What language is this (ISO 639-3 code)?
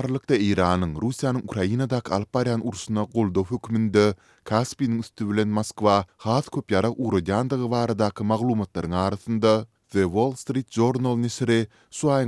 tuk